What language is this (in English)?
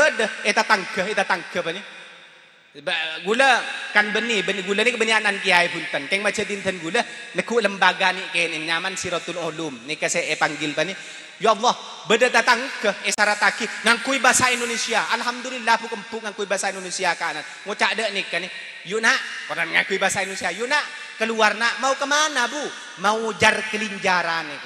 Madurese